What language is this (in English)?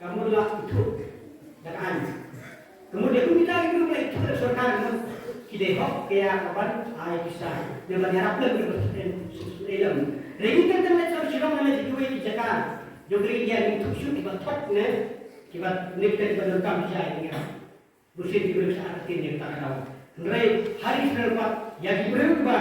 Khasi